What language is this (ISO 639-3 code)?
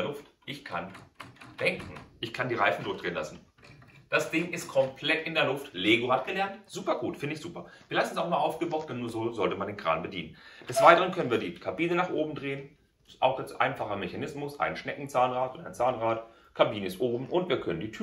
deu